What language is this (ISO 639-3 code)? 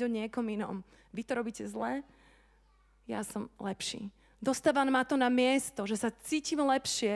slk